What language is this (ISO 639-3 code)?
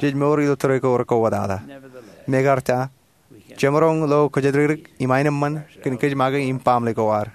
mah